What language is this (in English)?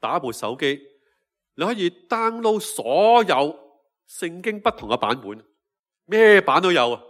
Cantonese